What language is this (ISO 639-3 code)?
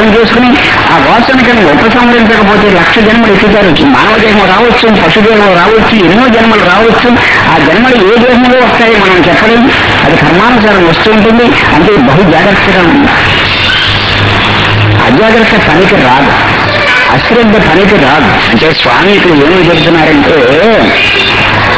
tel